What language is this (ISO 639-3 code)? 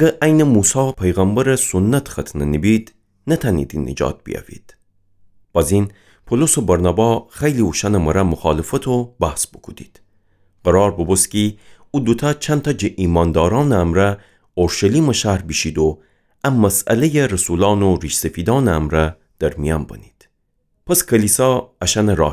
glk